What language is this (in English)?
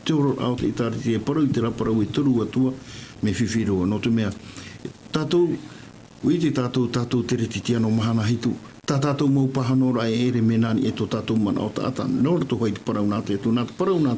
Tahitian